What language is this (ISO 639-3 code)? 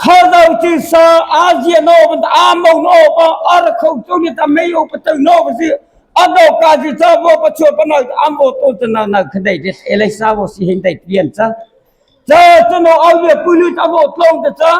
mrh